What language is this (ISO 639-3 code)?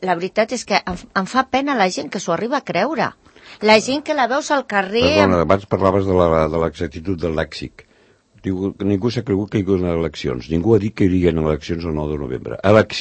cat